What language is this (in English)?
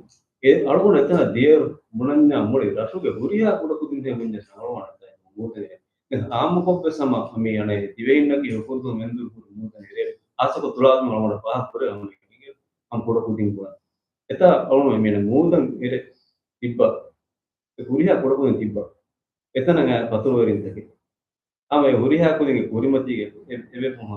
Divehi